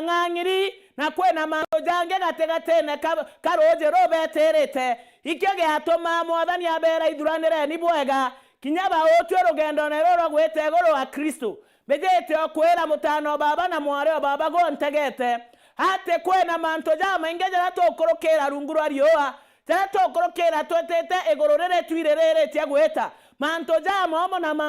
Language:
Meru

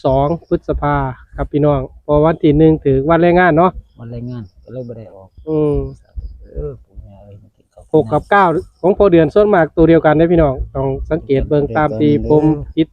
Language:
Northeastern Thai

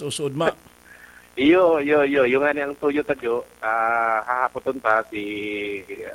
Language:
Bikol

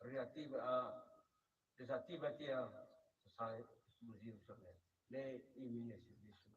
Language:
Tetum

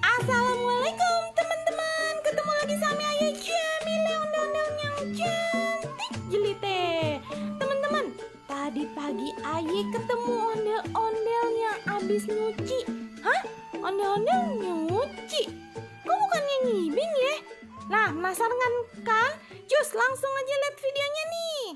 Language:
Betawi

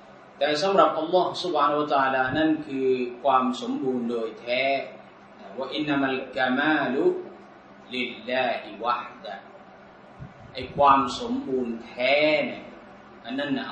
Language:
Thai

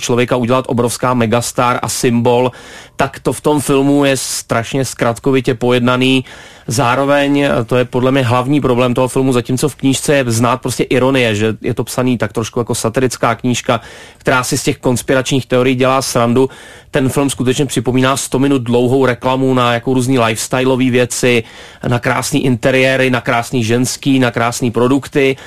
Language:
Czech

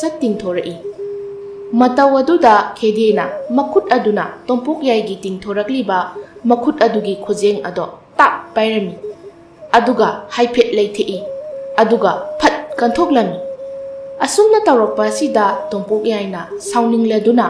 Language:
Manipuri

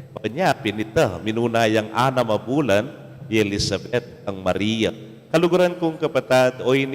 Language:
Pampanga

